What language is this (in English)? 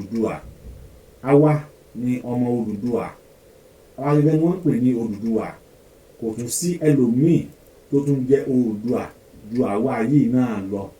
Yoruba